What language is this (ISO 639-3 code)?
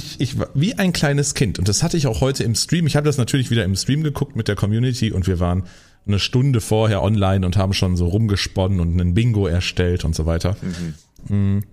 deu